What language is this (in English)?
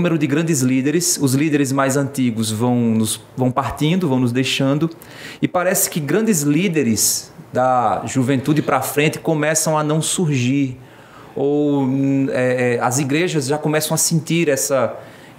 Portuguese